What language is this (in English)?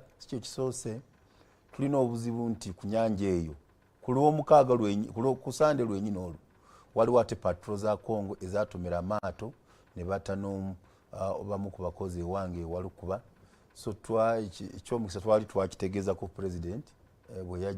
Ganda